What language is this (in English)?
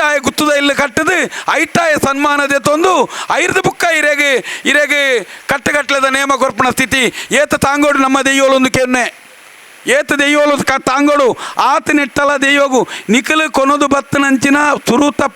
Tulu